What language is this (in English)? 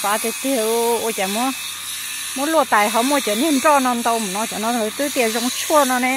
Hmong